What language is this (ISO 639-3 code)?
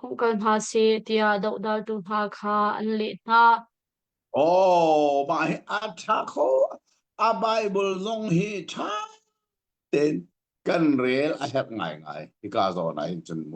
cnh